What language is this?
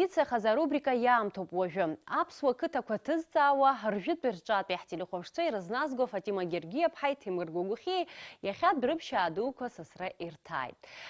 Abkhazian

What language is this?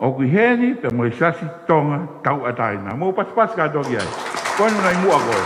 Tongan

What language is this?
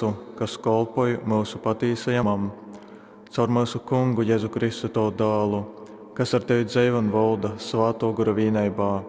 Latgalian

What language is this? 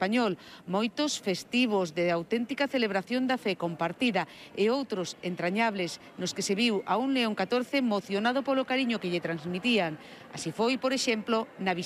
Galician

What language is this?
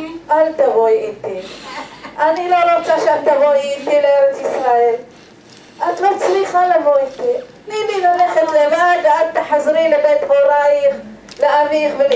Hebrew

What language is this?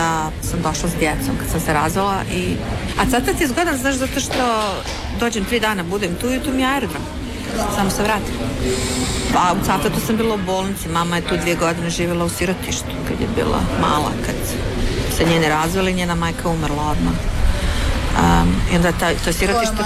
Croatian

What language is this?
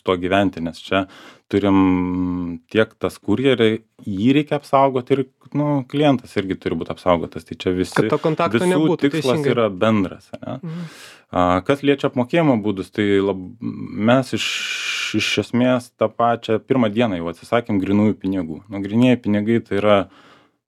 Lithuanian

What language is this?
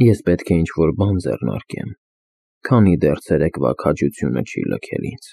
Armenian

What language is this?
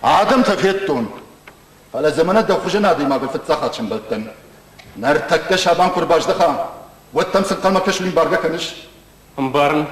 Ossetic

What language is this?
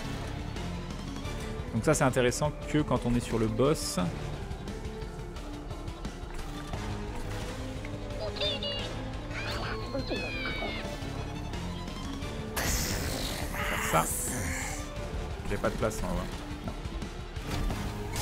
French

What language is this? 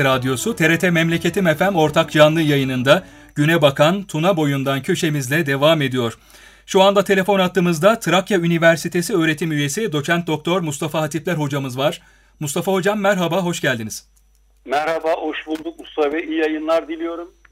Turkish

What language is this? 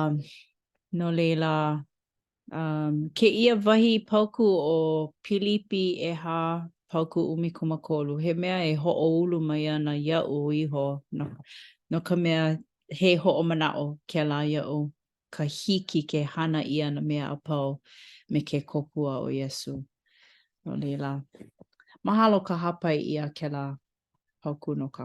Hawaiian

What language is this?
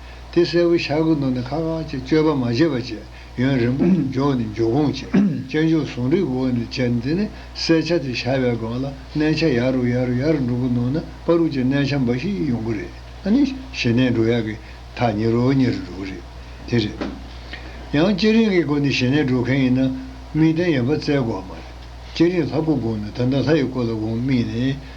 Tibetan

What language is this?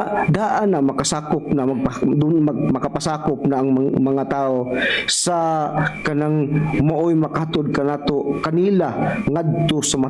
Cebuano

